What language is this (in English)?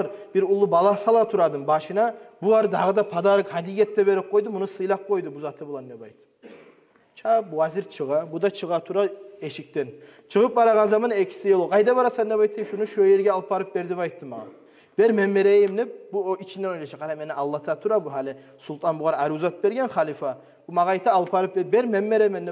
Kumyk